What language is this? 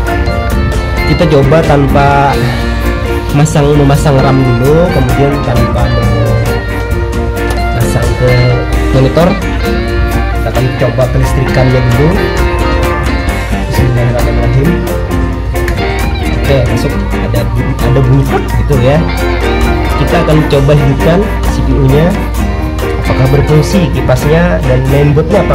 Indonesian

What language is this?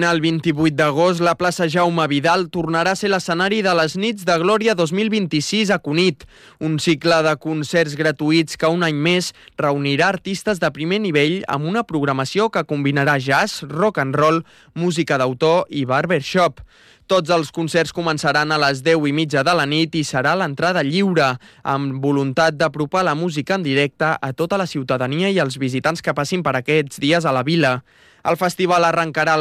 Catalan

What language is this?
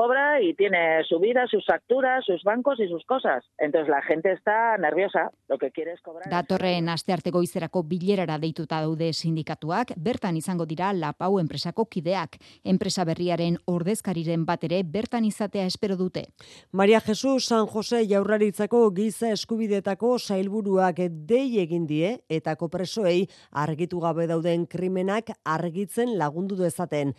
Basque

